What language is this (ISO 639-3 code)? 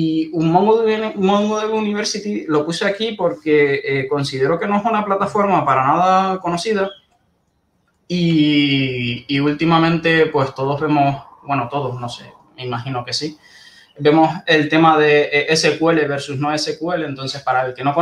spa